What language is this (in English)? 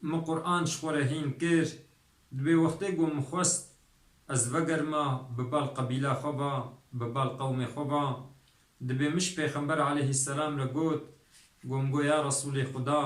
Kurdish